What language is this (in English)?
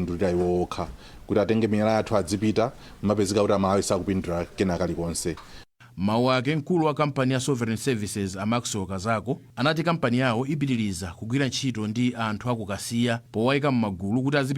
Nyanja